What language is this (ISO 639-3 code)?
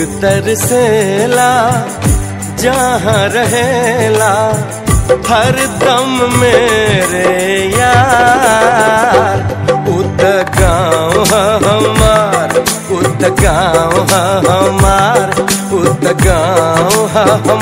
bho